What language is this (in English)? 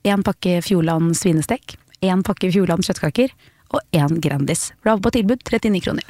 Norwegian